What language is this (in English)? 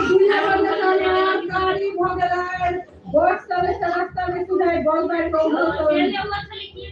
Maithili